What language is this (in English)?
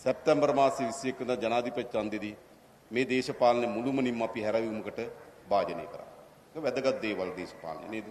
Sinhala